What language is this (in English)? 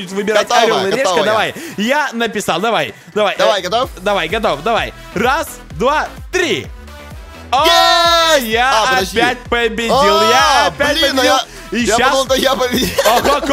Russian